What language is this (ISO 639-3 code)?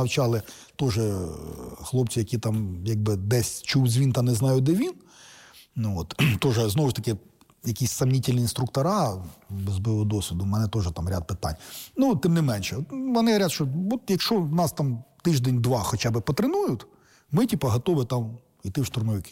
ukr